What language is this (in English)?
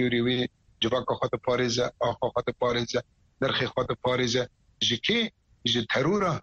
Kurdish